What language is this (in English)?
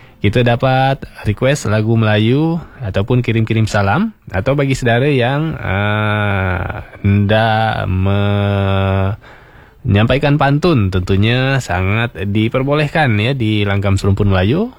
Malay